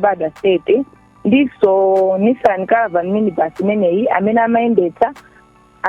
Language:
Nyanja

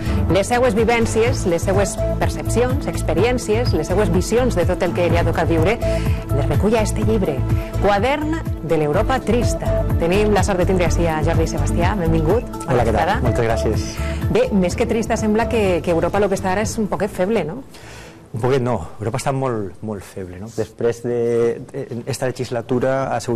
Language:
Catalan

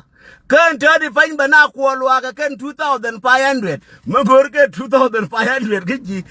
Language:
Nuer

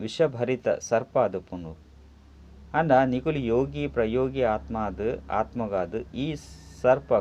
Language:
Tulu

